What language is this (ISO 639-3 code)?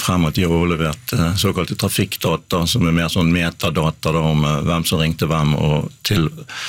nor